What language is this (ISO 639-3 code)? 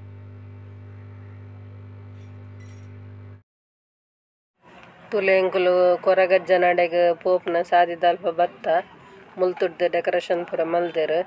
tcy